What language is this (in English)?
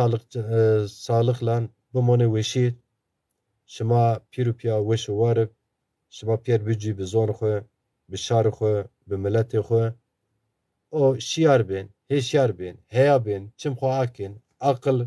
Zaza